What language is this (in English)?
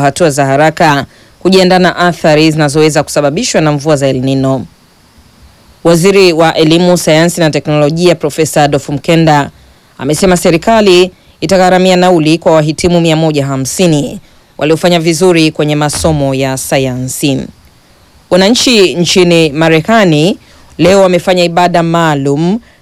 Swahili